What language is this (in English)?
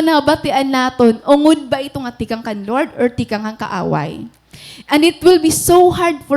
Waray